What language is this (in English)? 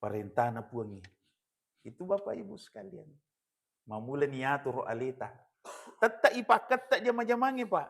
Buginese